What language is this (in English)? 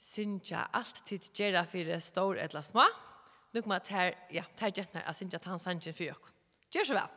Faroese